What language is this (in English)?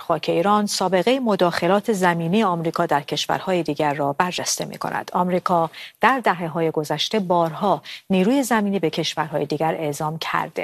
Persian